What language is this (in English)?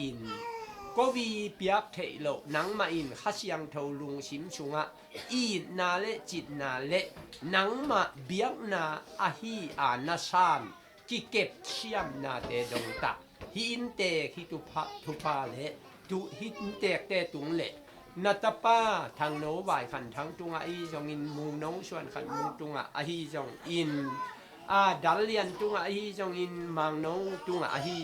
Tedim Chin